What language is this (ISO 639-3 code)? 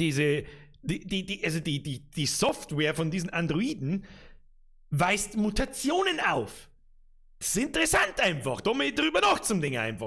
bar